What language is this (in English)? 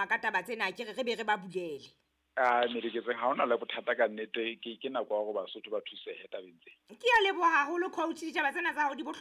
Southern Sotho